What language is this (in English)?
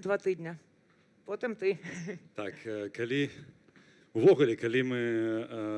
Belarusian